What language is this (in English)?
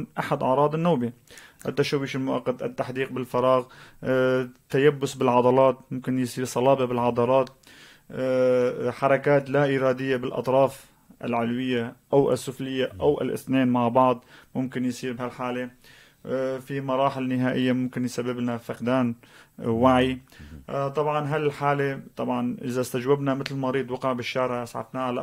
North Levantine Arabic